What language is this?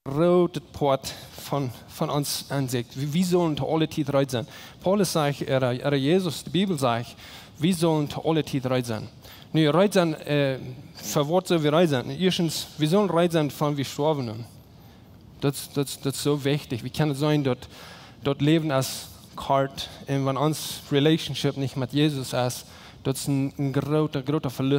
Plautdietsch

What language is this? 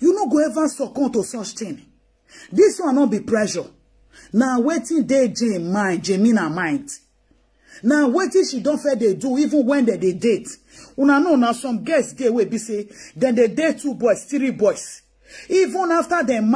Nigerian Pidgin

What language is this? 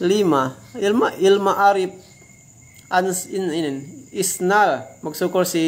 Yakan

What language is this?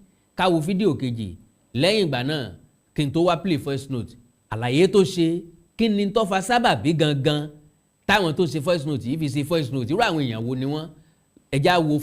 Yoruba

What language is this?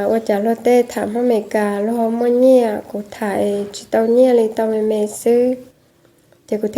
Hmong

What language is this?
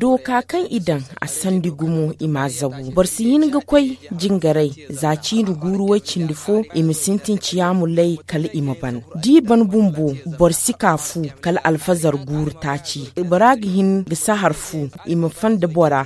Zarma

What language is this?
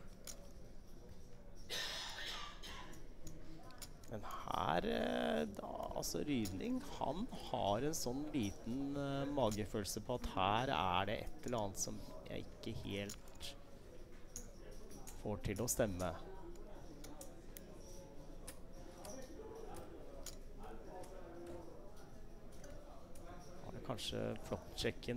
Norwegian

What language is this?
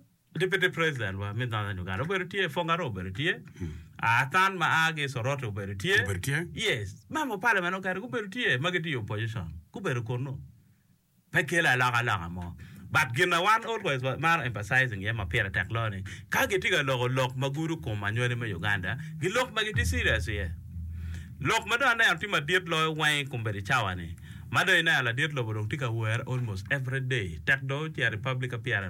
Acoli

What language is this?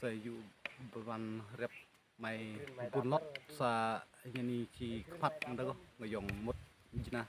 Khasi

